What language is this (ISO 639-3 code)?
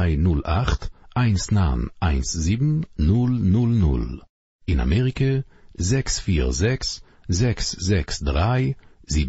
yid